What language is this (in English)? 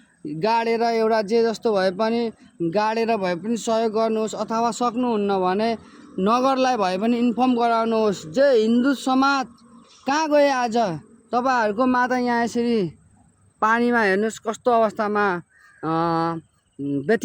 Nepali